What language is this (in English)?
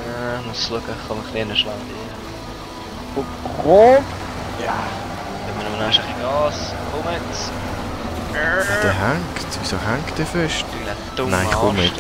Swiss German